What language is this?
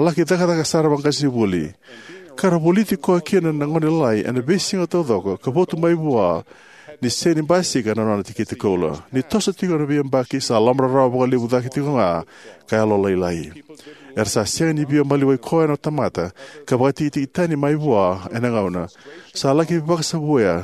Fijian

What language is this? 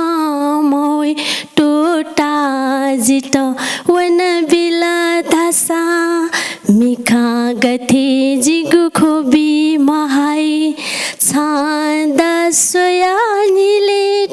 Newari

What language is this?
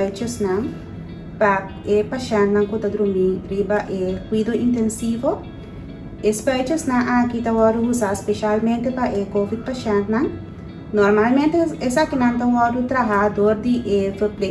Papiamento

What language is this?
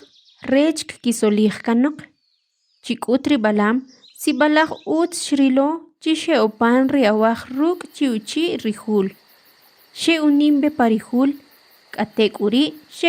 Kʼicheʼ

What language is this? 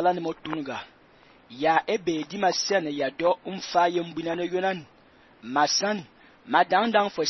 Fang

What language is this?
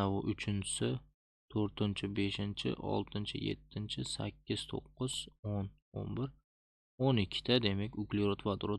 Uzbek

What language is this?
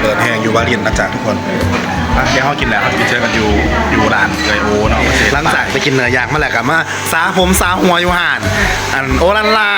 Northeastern Thai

